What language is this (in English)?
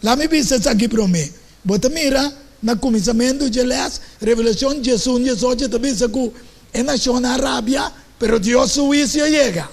Papiamento